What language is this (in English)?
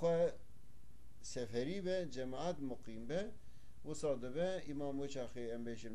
Kurdish